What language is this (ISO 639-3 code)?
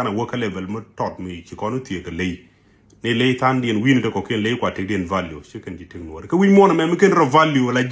nus